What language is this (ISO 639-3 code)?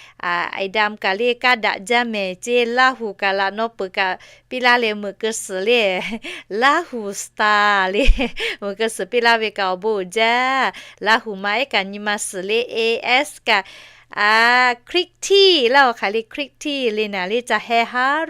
lhu